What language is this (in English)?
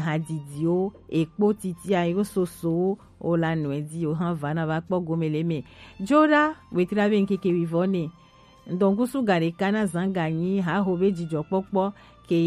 Gen